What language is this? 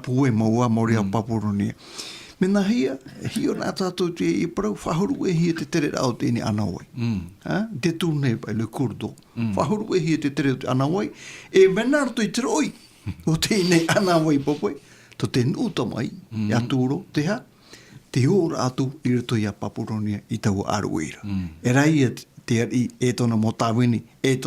Tahitian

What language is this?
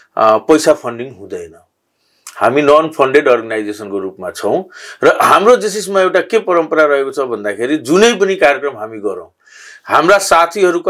Nepali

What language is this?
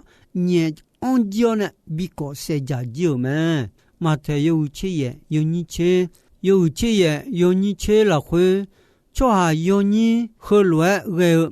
Akha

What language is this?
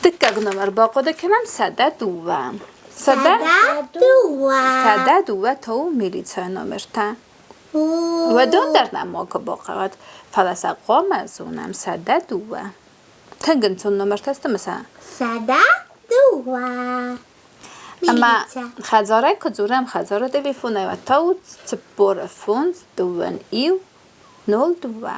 Ossetic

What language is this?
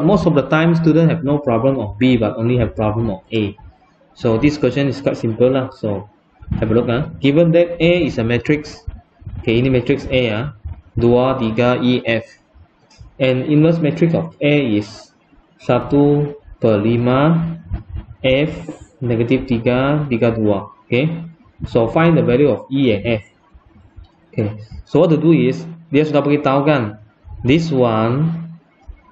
Malay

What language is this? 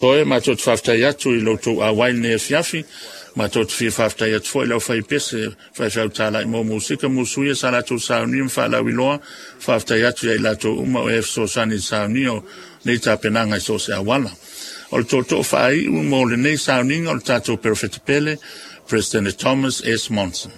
Samoan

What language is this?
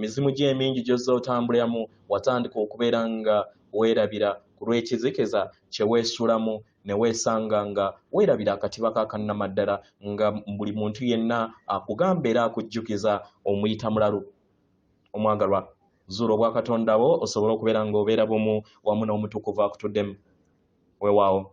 Ganda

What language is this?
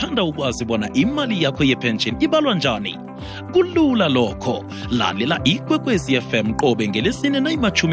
South Ndebele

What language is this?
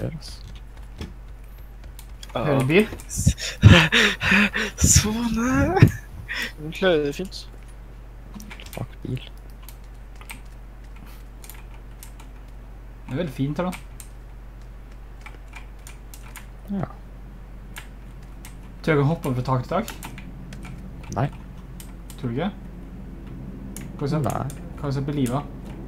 Norwegian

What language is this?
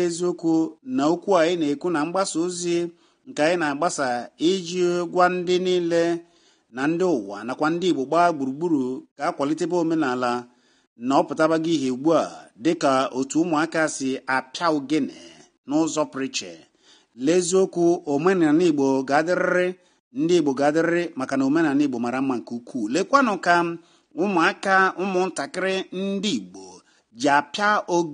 Igbo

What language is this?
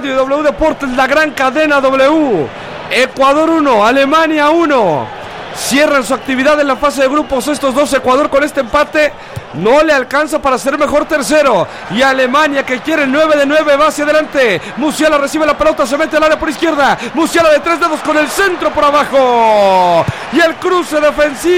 Spanish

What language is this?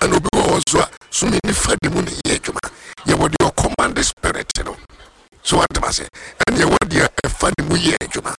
Akan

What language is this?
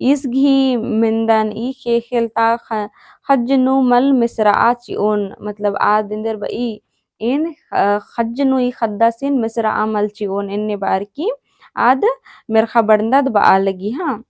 Kurukh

